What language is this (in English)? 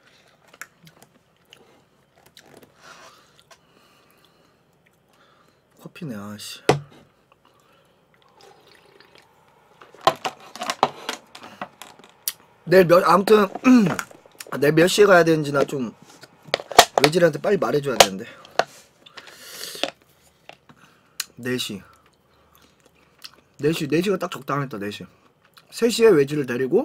Korean